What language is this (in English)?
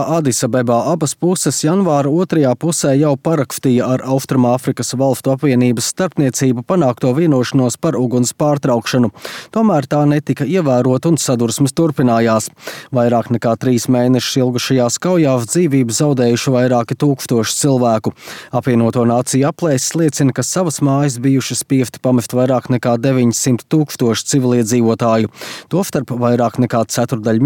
Latvian